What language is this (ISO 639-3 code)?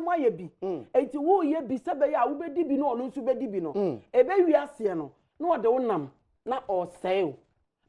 aka